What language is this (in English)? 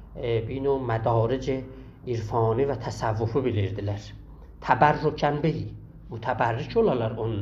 South Azerbaijani